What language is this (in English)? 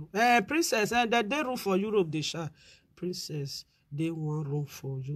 Nigerian Pidgin